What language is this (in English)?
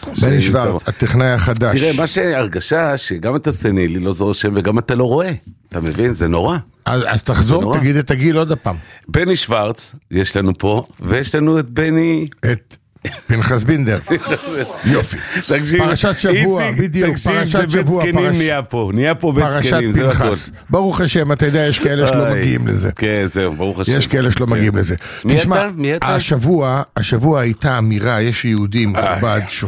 Hebrew